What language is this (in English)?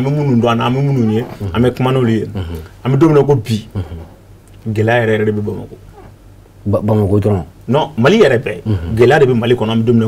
Bambara